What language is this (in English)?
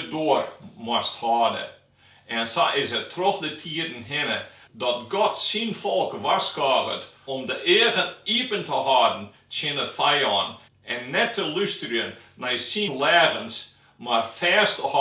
Western Frisian